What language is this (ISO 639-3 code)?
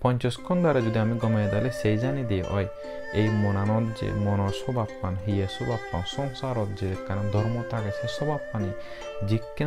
ccp